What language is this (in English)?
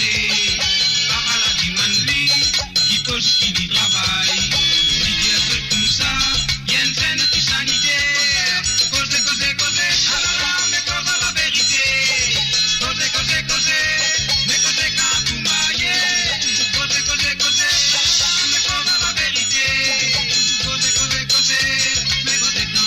Morisyen